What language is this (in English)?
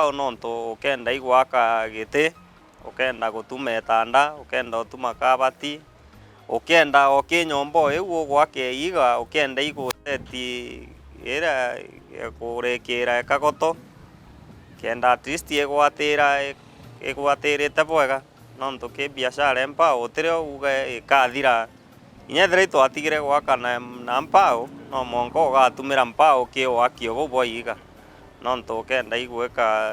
Meru